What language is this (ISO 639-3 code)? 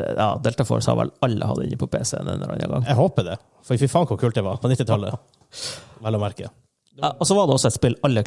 nor